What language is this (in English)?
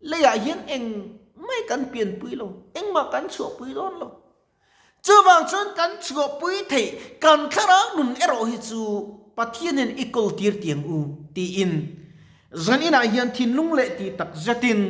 Mizo